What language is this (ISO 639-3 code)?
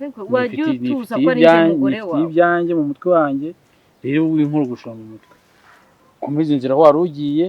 kin